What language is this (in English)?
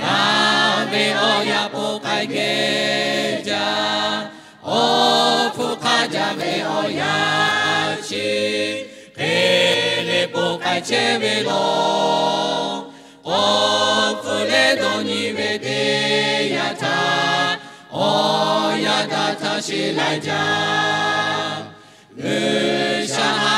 Lahu